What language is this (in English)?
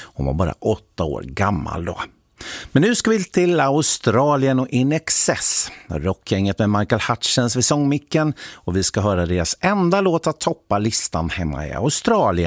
Swedish